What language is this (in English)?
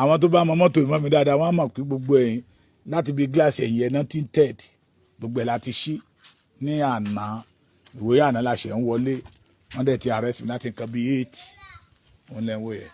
Yoruba